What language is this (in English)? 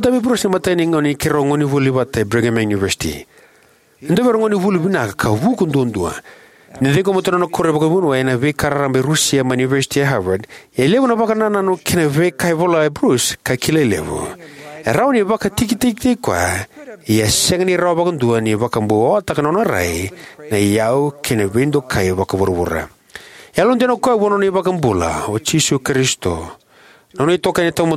Fijian